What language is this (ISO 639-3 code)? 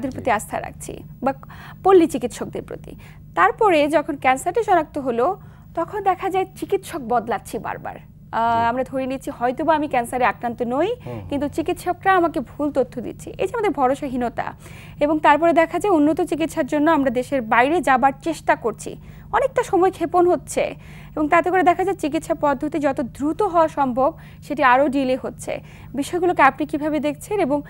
ben